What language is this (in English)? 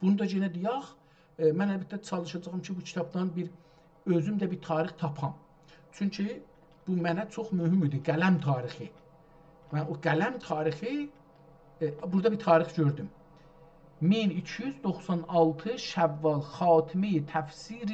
South Azerbaijani